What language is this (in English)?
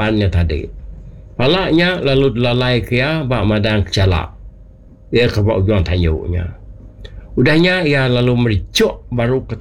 Iban